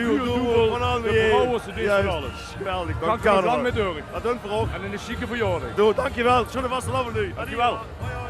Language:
Limburgish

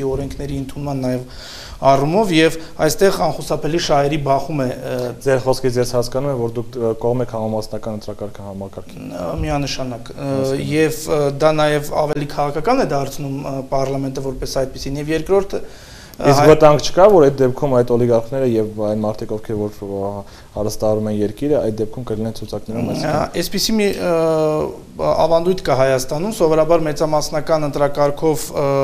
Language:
Armenian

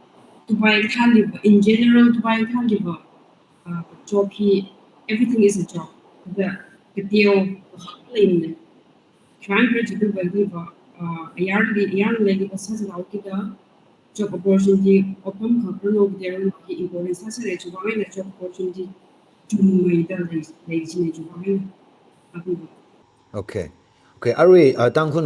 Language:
Tangkhul Naga (India)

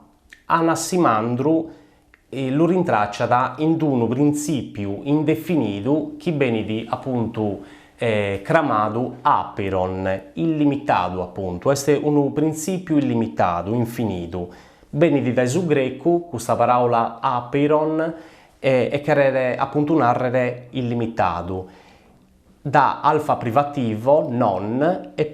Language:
Sardinian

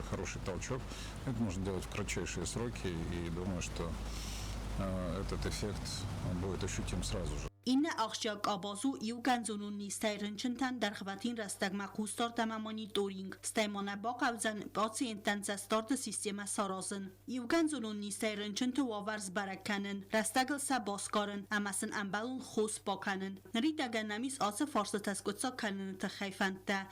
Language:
Ossetic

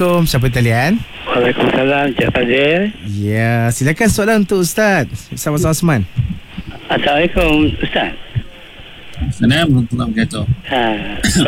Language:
Malay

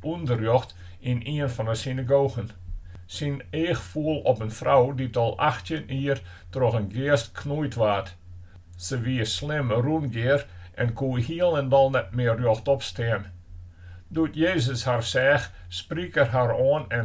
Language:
Western Frisian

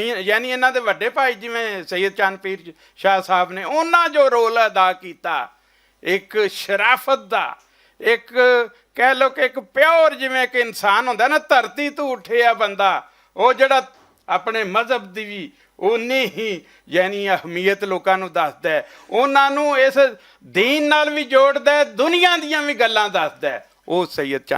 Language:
Western Panjabi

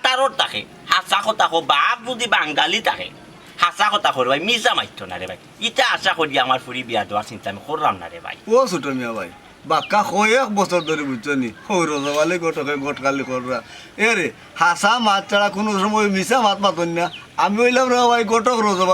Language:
Sylheti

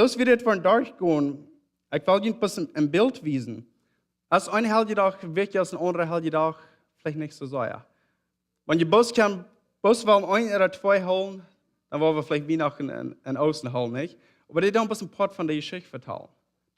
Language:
Plautdietsch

